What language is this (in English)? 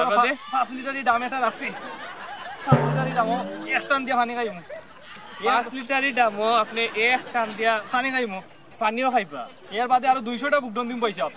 Sylheti